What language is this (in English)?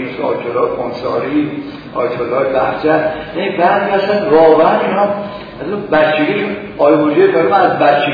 Persian